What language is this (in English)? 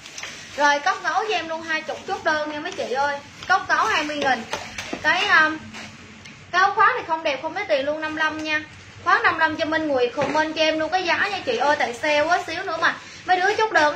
Vietnamese